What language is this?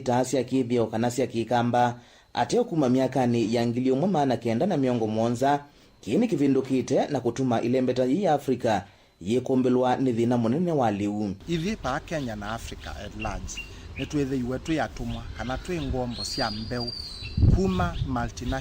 Kamba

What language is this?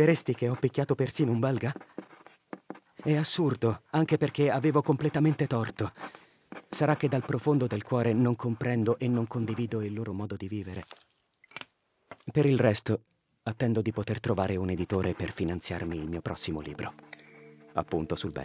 Italian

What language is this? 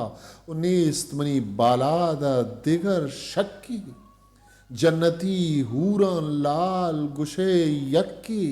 Eastern Balochi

